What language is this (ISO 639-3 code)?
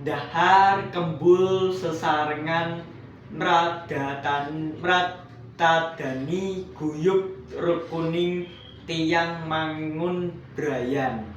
jav